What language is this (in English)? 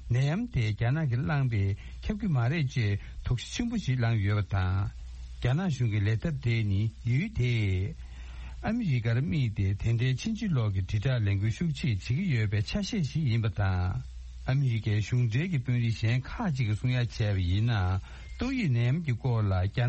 Tibetan